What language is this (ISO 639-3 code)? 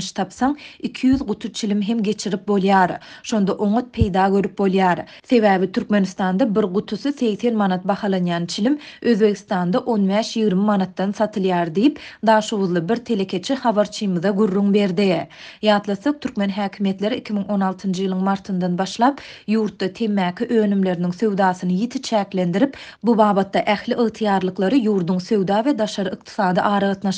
tuk